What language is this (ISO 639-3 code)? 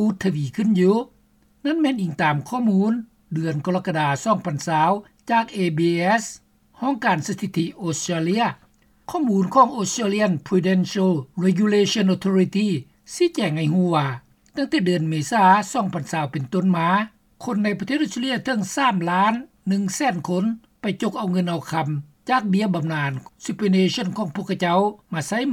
lao